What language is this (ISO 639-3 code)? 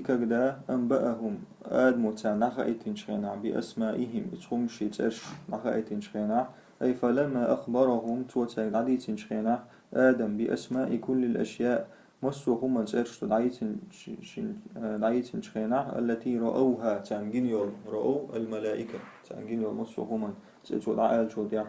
che